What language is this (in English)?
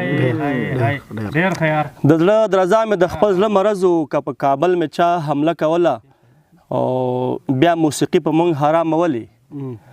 Pashto